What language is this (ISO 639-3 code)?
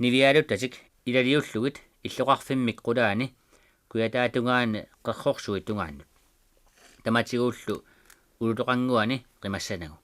kal